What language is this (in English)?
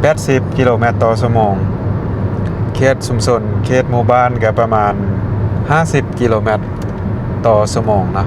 Lao